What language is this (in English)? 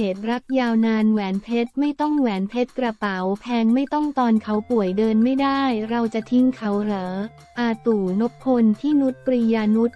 Thai